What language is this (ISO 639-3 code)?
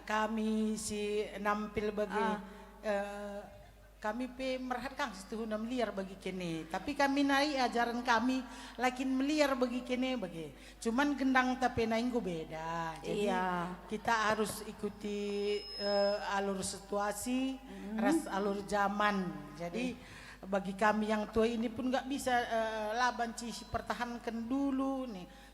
btx